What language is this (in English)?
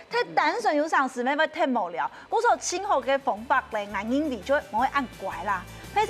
Hakka Chinese